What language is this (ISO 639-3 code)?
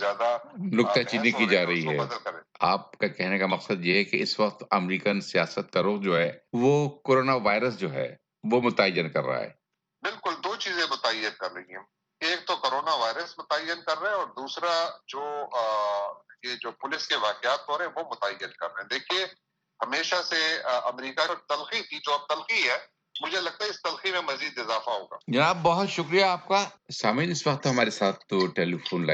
urd